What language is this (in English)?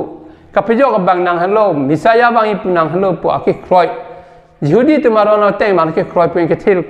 Karbi